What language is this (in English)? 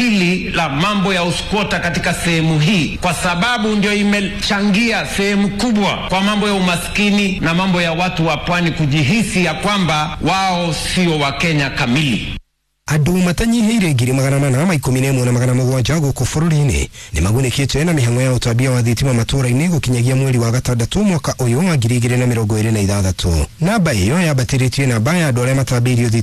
Kikuyu